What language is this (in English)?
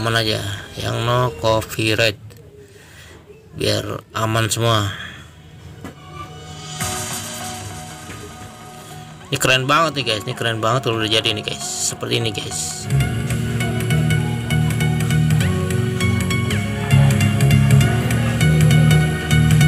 Indonesian